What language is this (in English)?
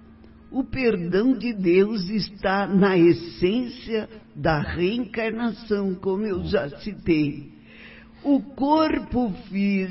Portuguese